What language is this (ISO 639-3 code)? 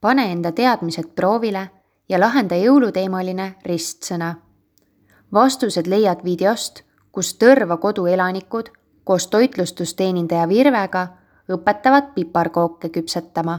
est